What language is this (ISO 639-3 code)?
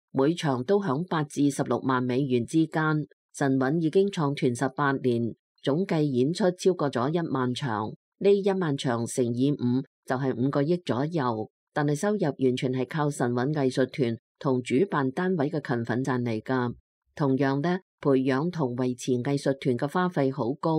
yue